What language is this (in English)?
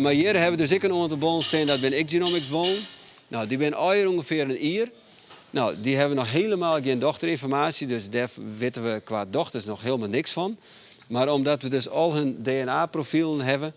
Western Frisian